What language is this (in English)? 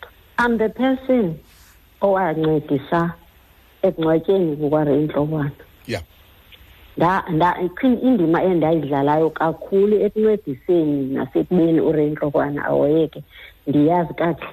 Xhosa